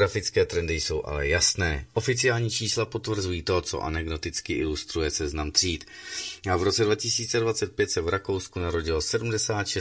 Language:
Czech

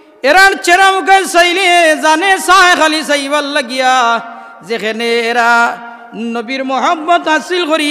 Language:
Sylheti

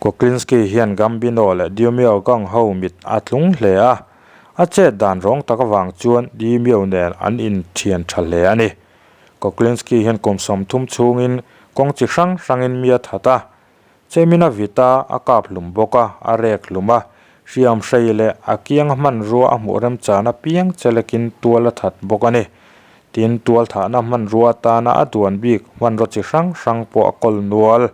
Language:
Mizo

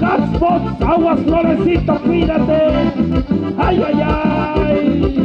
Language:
Tlahuitoltepec Mixe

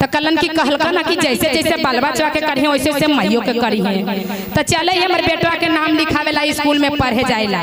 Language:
Magahi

